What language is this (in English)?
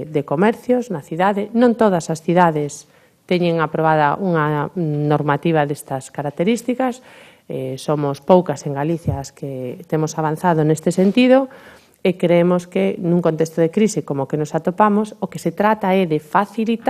Galician